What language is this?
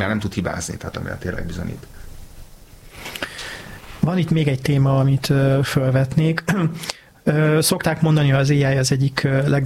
Hungarian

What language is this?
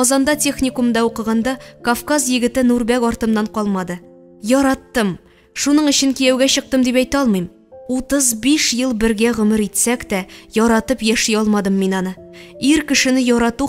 Tatar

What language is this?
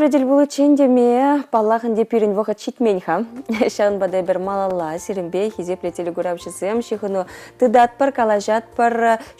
Chuvash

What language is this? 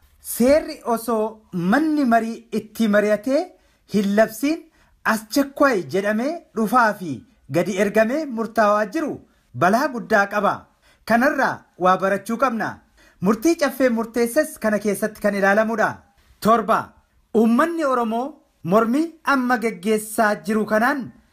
Oromo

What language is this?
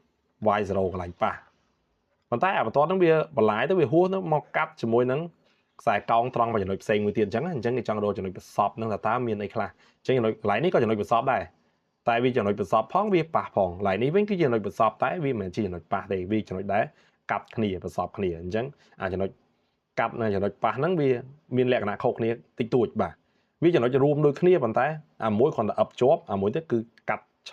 Khmer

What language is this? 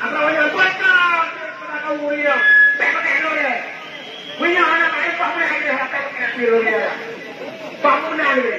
Achinese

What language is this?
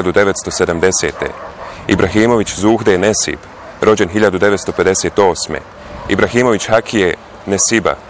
Bosnian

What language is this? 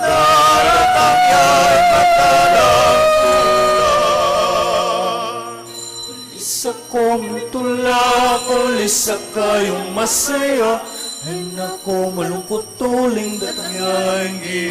Pampanga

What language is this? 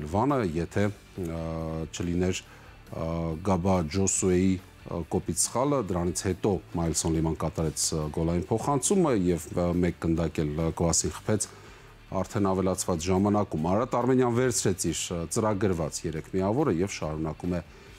Armenian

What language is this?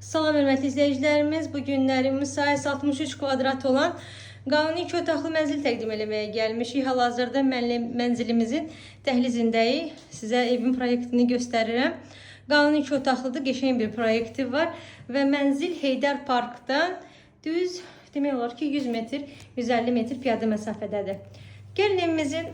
Azerbaijani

